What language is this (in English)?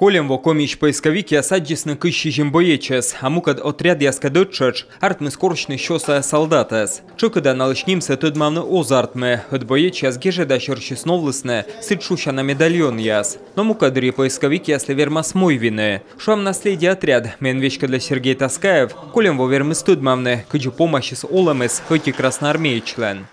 Komi